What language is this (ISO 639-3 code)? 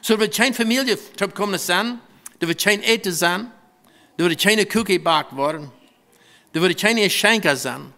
pdt